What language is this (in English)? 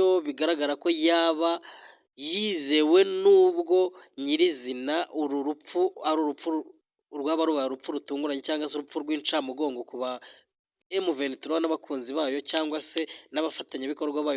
Kinyarwanda